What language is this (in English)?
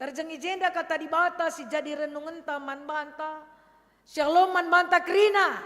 Batak Karo